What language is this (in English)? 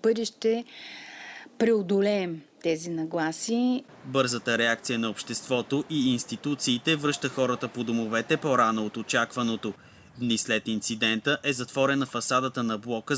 Bulgarian